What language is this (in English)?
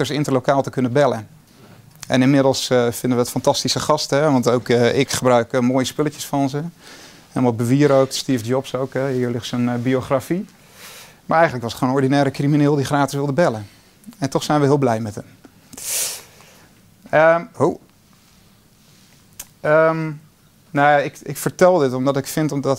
Dutch